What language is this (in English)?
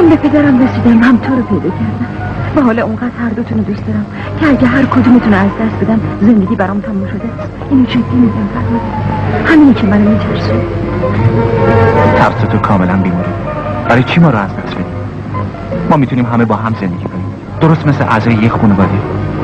Persian